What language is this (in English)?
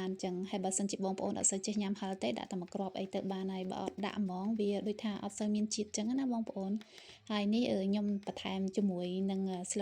Khmer